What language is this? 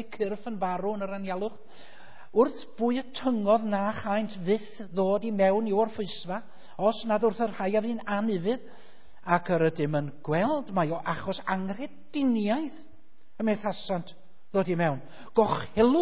Welsh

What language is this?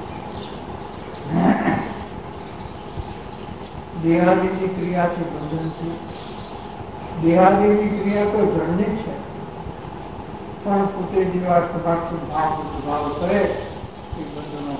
Gujarati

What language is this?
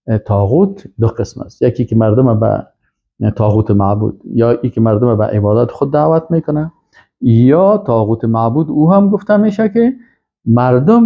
Persian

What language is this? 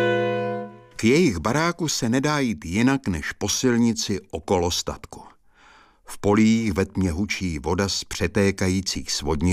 Czech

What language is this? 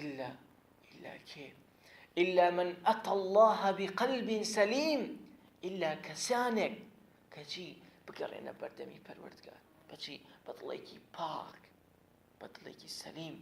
Central Kurdish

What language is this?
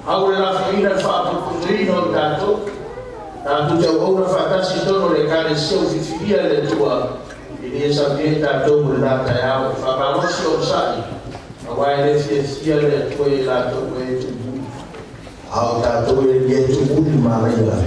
Samoan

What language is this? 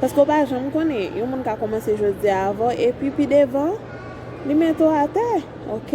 Haitian Creole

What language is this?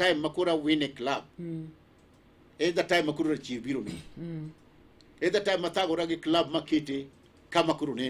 Luo (Kenya and Tanzania)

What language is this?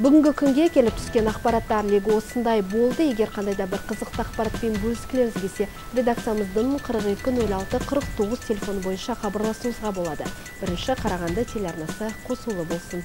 Kazakh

